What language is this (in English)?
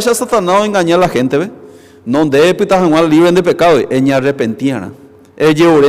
Guarani